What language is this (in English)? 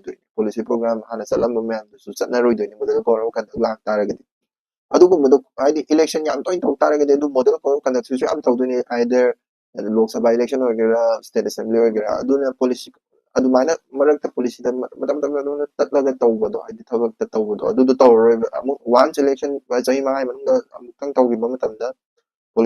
Manipuri